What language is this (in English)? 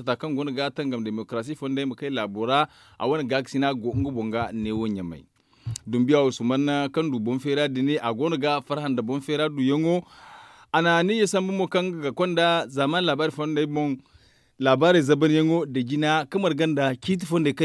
Zarma